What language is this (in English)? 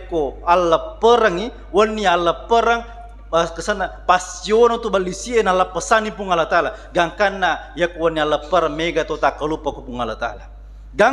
Buginese